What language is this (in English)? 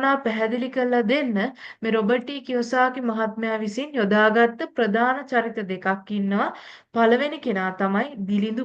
Sinhala